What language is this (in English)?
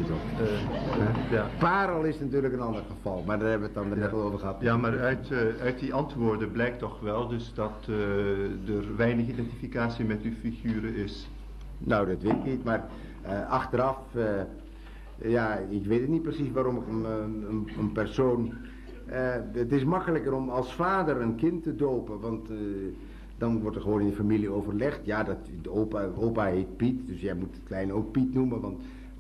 Dutch